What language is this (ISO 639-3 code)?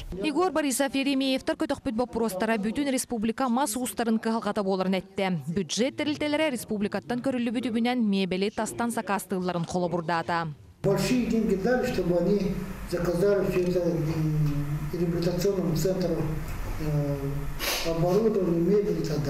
sah